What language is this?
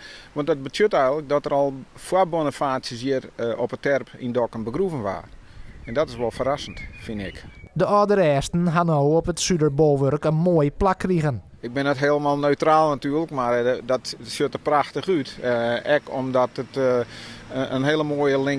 Western Frisian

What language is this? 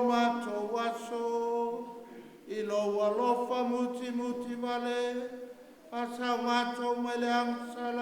Samoan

